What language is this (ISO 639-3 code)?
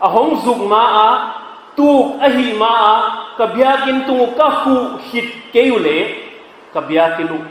pck